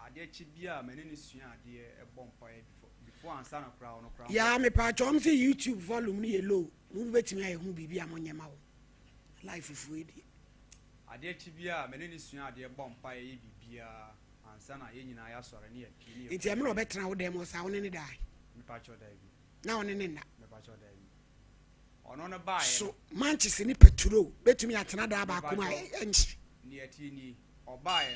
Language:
Akan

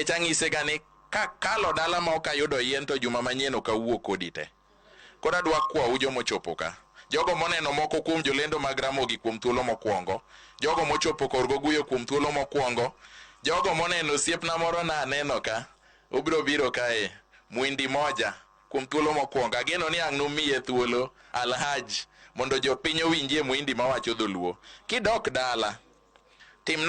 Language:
Luo (Kenya and Tanzania)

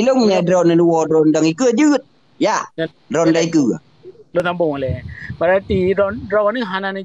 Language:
Achinese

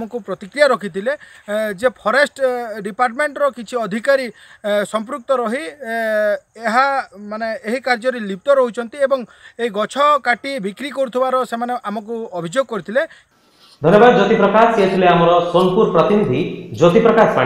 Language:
Odia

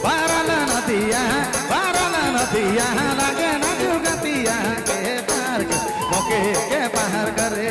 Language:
Sadri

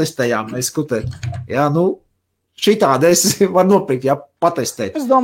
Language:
Latvian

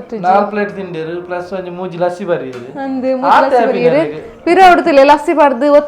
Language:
Tulu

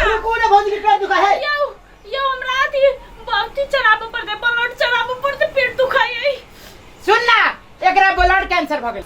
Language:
Maithili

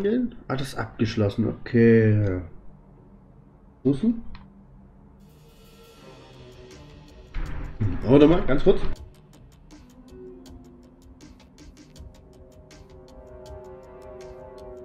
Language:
German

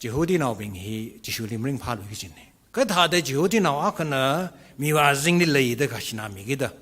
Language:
Tangkhul Naga (India)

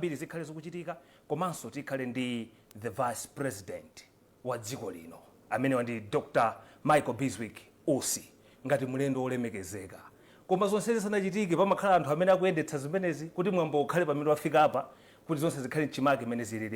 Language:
Nyanja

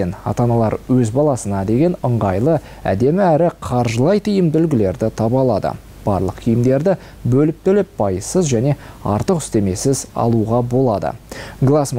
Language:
Kazakh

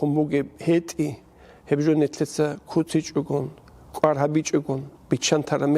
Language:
Avaric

